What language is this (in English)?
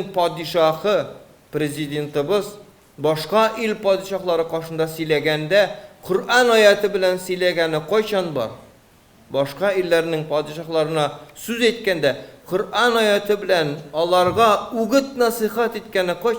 Tatar